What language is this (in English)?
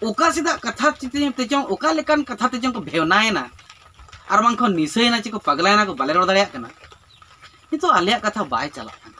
Santali